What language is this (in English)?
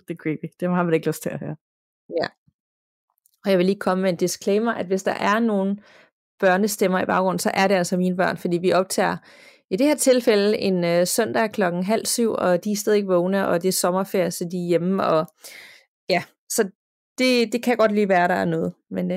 Danish